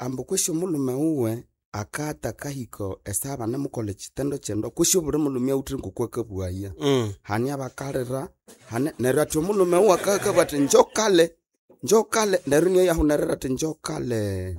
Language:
Nande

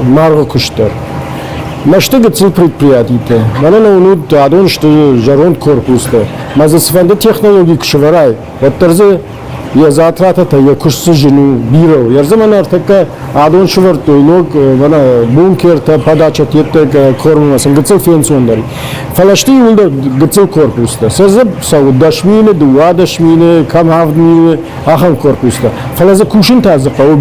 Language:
Ossetic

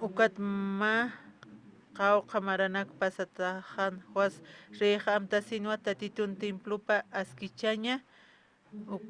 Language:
Aymara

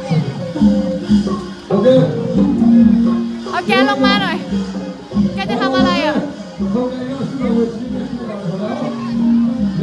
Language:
Thai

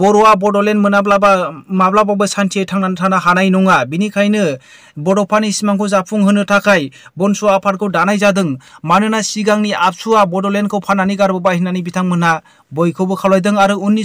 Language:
Bodo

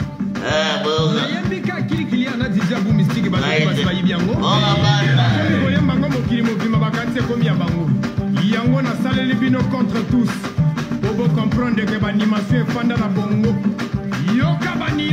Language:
French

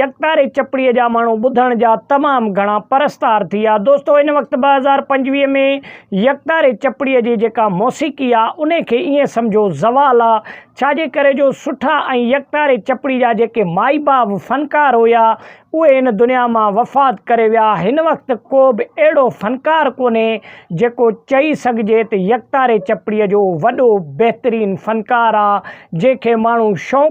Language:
Sindhi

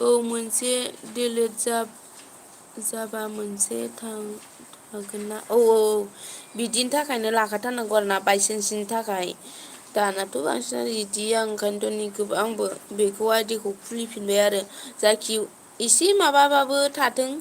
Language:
Bodo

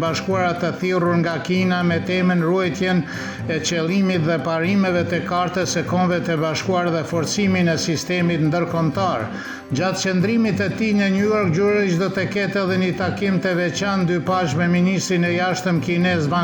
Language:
Albanian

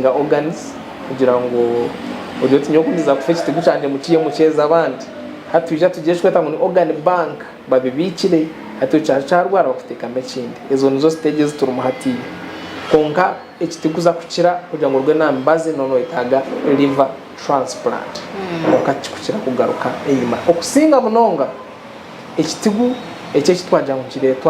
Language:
Nyankole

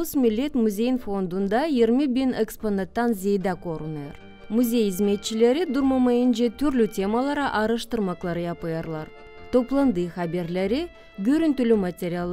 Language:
Gagauz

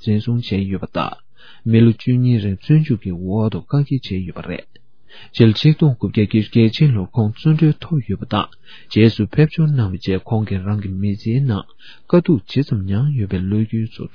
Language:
Tibetan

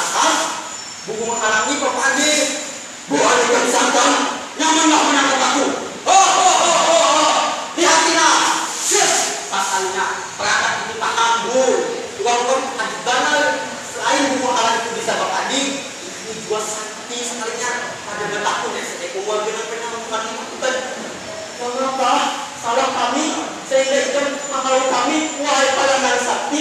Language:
Banjar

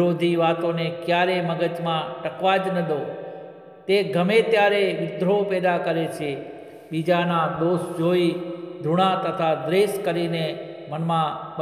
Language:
Gujarati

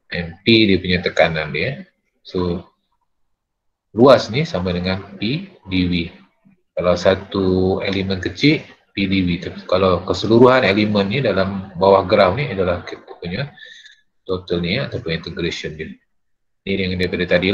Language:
Malay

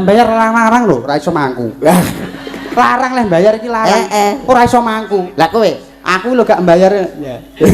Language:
Javanese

